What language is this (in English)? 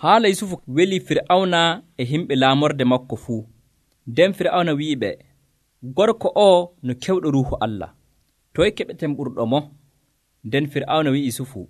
Nigerian Fulfulde